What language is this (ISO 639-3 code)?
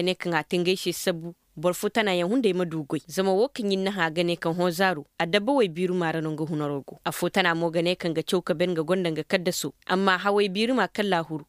ses